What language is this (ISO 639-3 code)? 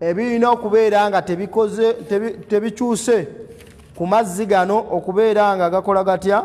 lug